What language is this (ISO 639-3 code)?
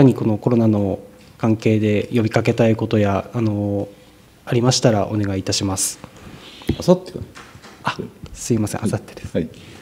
jpn